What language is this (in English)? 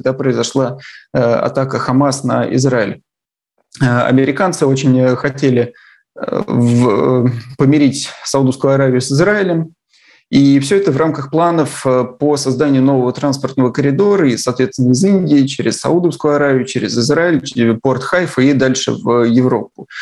Russian